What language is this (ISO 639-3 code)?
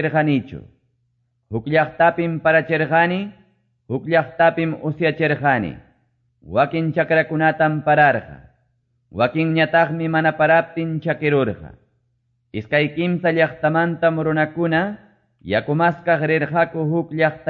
que